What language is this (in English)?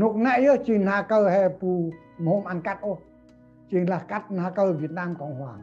Central Mnong